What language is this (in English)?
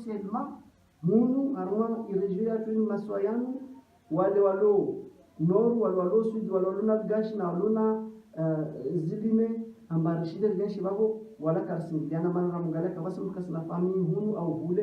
Ngazidja Comorian